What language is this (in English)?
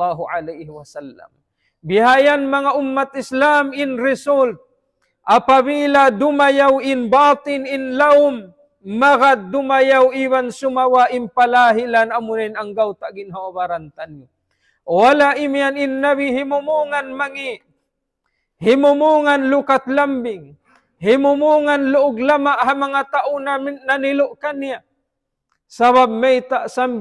Tausug